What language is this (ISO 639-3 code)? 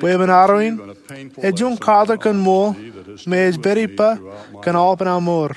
mah